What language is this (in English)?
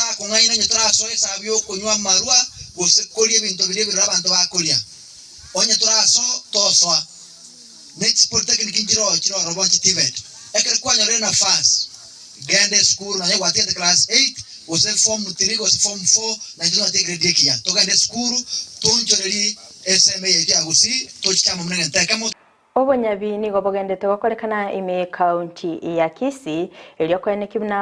Gusii